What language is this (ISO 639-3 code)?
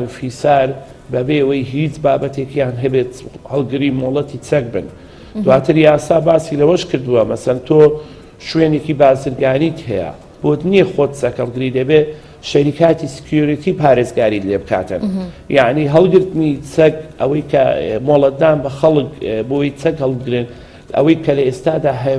ckb